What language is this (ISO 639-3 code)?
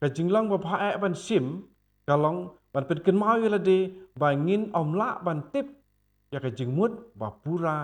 kha